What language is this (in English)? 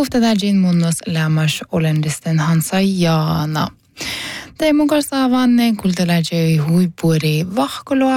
Northern Sami